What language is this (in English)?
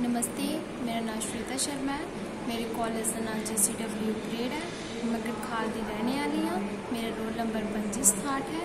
Dogri